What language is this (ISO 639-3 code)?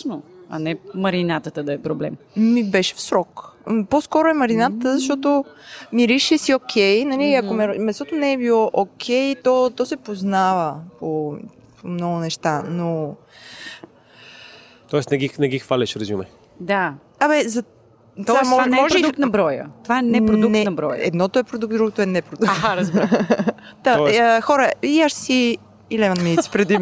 bul